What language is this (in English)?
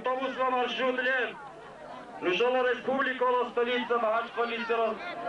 Dargwa